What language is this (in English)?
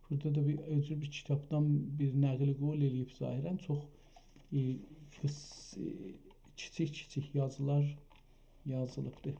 South Azerbaijani